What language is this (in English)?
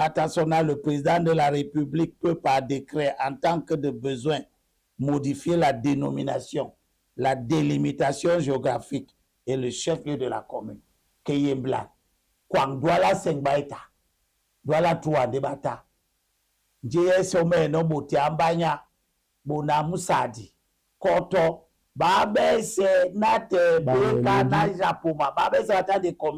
Duala